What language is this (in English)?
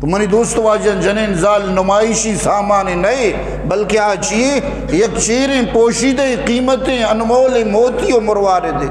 Eastern Balochi